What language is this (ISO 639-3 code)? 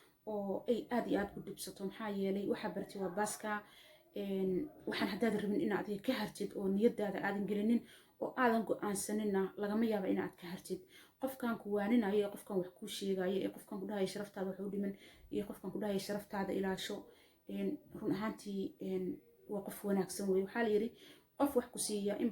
som